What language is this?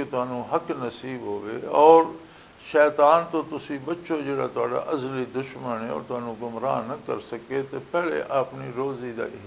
Western Panjabi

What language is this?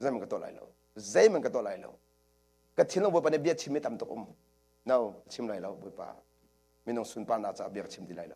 Hakha Chin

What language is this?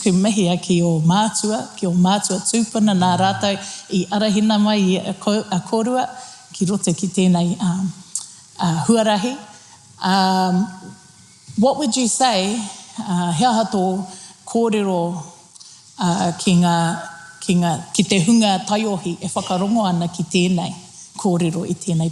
Māori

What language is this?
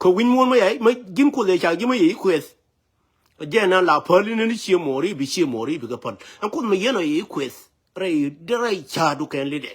Nuer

